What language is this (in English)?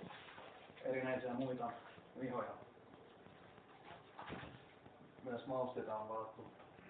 Finnish